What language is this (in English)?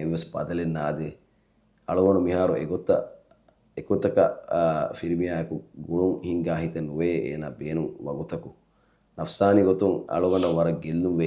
Divehi